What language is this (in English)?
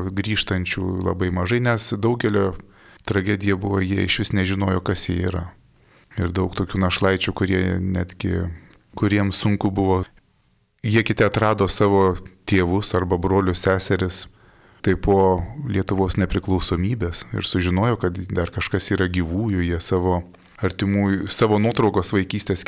Lithuanian